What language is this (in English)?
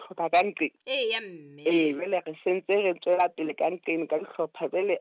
Southern Sotho